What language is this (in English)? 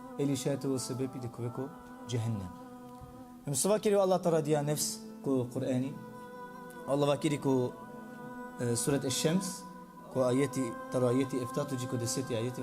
Balkan Romani